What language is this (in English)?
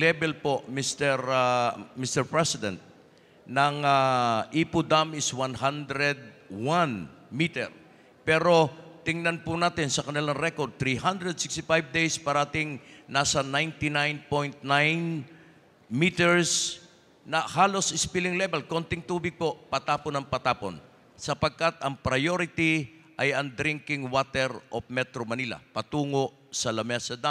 Filipino